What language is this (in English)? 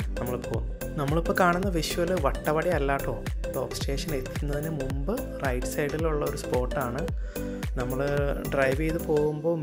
Malayalam